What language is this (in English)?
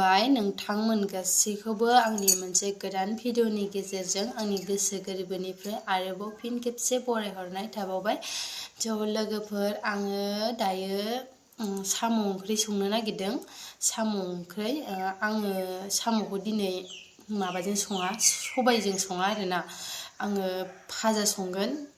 Bodo